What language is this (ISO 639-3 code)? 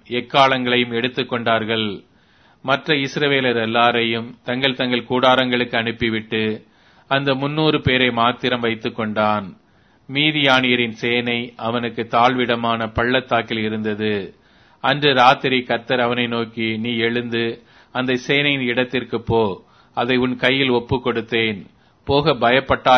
tam